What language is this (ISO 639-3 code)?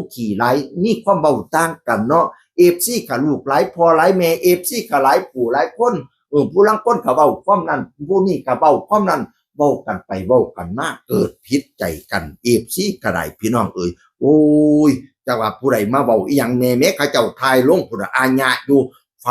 tts